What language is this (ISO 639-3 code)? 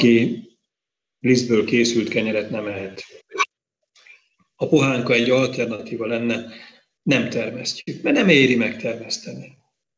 hun